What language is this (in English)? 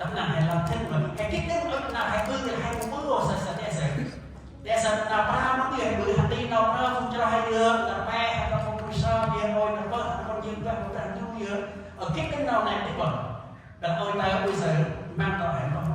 Central Mnong